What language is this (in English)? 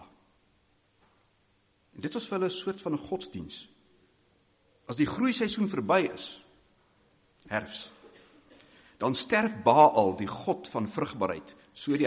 Afrikaans